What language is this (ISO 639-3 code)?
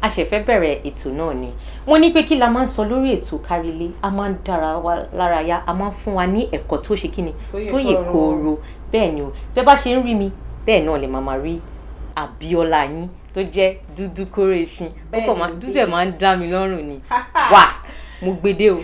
yor